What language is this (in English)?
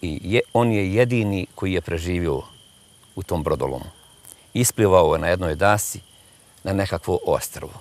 Bosnian